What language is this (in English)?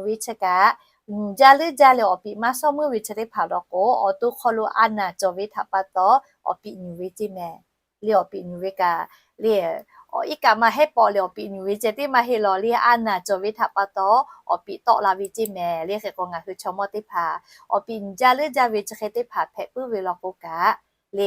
Lahu